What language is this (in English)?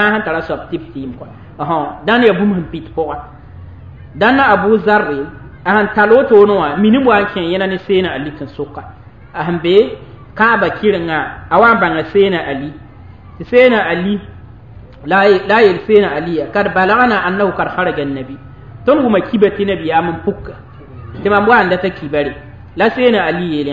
Mossi